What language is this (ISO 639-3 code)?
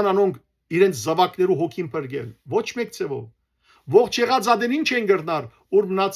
hyw